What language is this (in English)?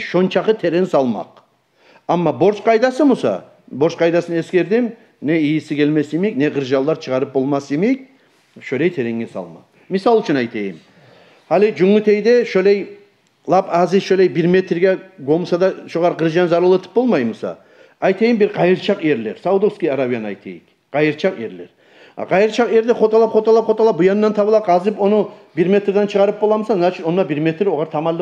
Kumyk